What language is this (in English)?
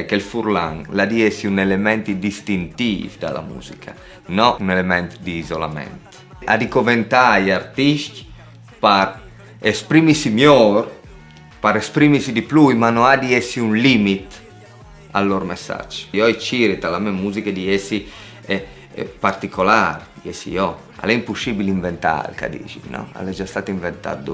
Friulian